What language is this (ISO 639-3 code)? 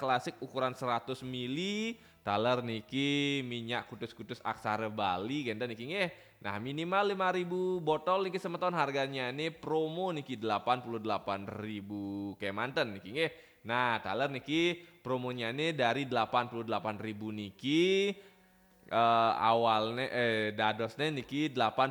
ban